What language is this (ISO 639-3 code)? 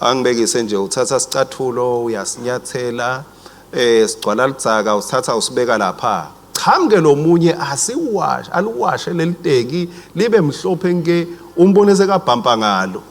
ssw